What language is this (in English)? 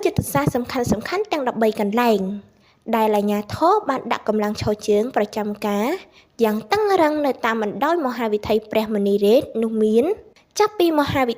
Khmer